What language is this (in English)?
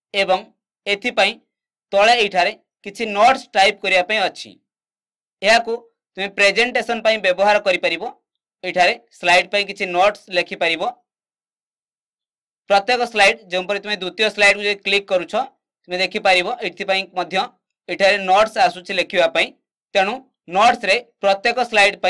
Odia